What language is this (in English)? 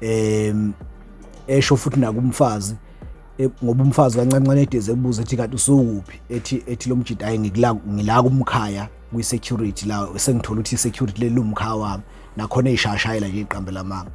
Zulu